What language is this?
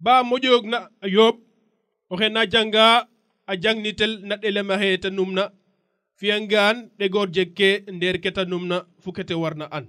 Serer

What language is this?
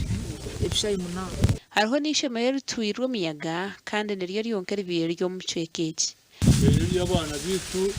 Nyankole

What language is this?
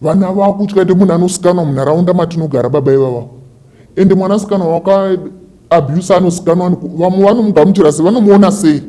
Shona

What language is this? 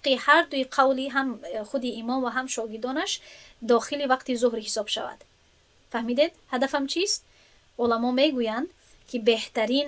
Tajik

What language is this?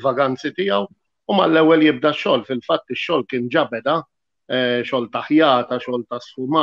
Maltese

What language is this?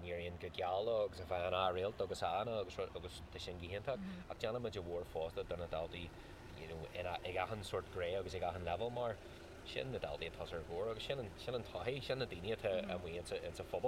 Irish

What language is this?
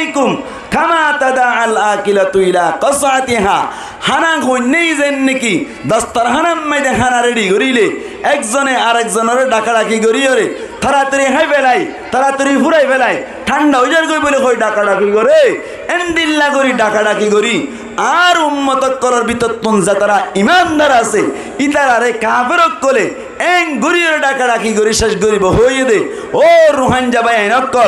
Rohingya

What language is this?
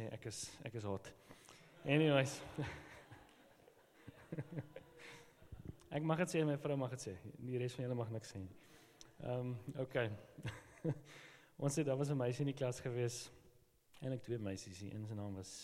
Afrikaans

